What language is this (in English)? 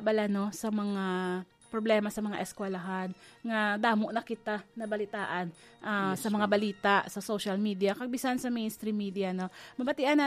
Hiligaynon